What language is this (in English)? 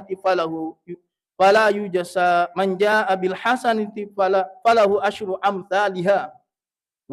Buginese